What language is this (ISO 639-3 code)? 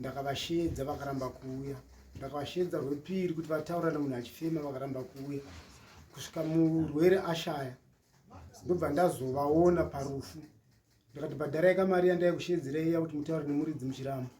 sna